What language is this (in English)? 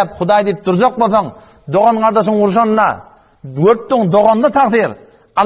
Turkmen